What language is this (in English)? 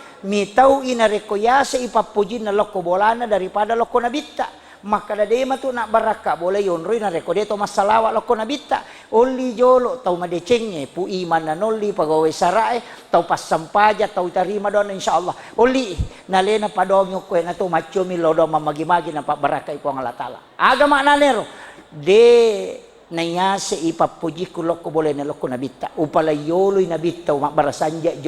Buginese